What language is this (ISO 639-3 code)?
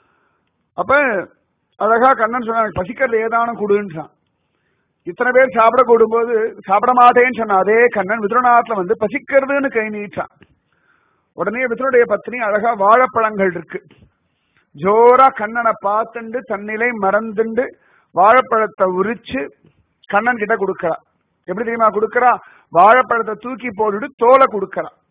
tam